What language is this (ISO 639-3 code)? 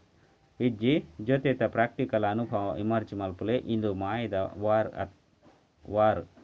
tcy